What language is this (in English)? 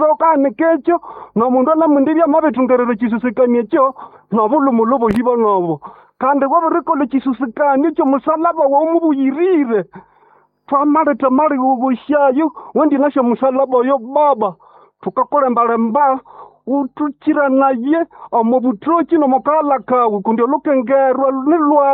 Nande